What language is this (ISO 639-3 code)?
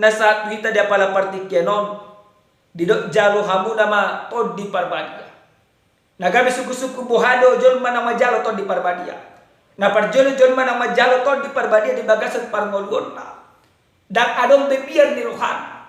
bbc